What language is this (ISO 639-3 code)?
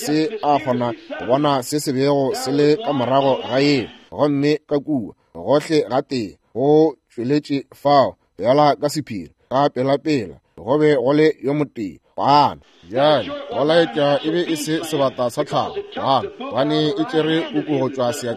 nso